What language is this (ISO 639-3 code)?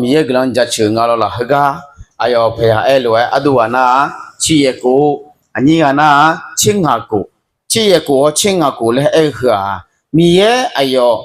ahk